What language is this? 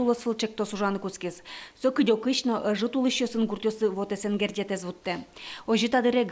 Udmurt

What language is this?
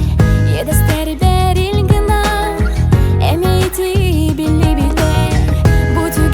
Yakut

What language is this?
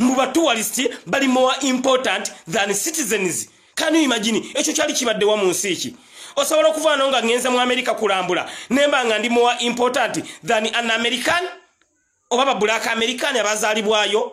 Ganda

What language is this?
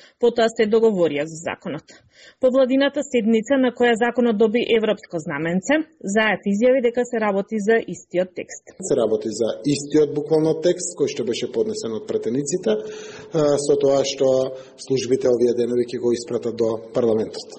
Macedonian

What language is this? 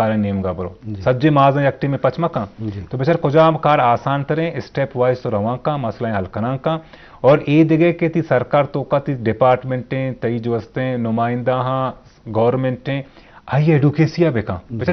Baluchi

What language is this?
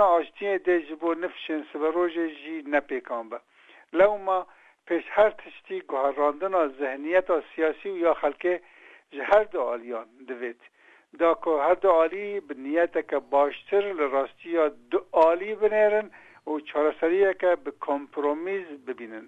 Kurdish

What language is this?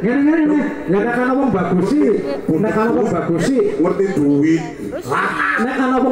Javanese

